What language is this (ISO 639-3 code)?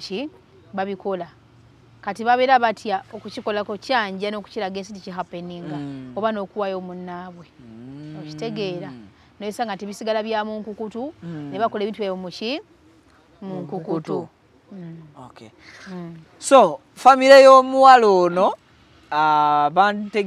lug